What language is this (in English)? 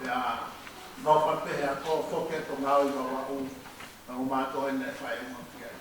Tongan